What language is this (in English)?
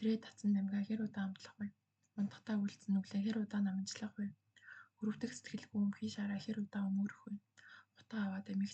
Mongolian